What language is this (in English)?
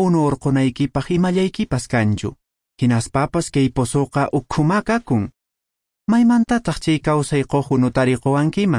Quechua